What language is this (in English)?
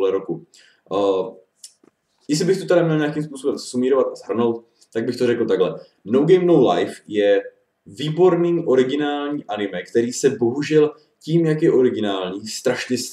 Czech